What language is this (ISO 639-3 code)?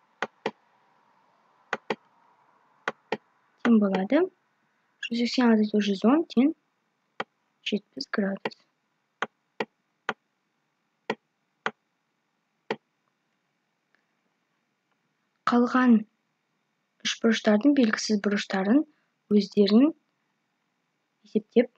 kaz